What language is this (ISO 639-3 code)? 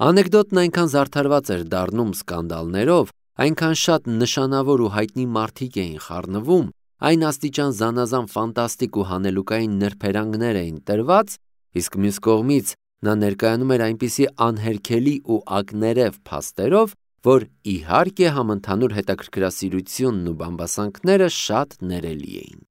hye